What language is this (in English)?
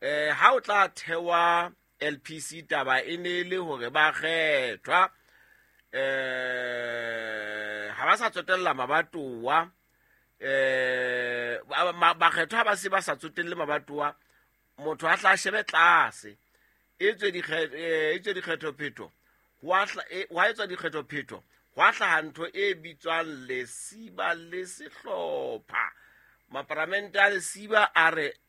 Southern Sotho